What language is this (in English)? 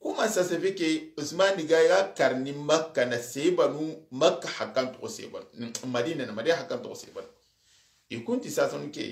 Soninke